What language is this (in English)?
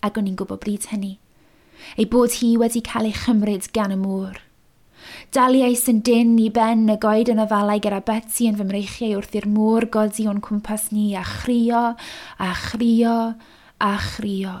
Welsh